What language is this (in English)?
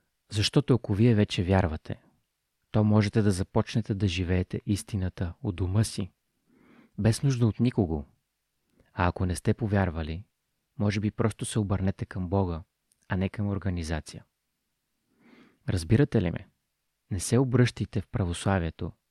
Bulgarian